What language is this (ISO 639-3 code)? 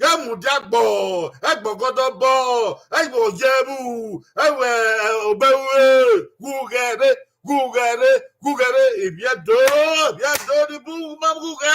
bin